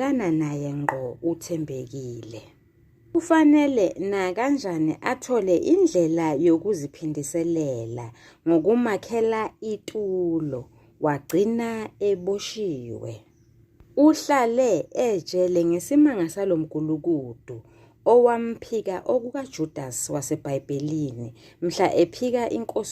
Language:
Zulu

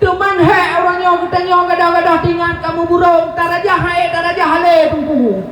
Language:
Achinese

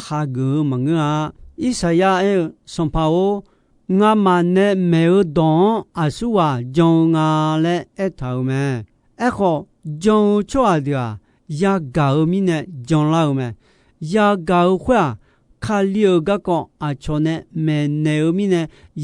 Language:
Akha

